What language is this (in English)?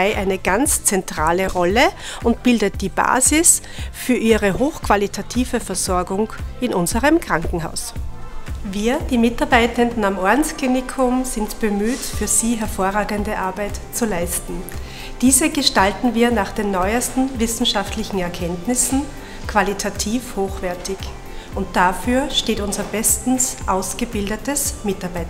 German